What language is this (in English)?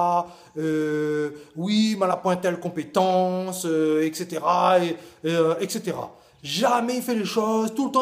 Réunion Creole French